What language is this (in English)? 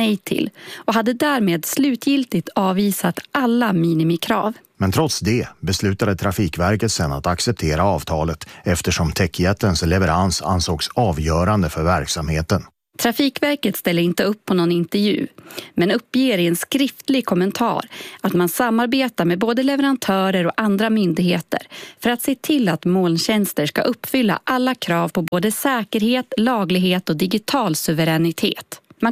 Swedish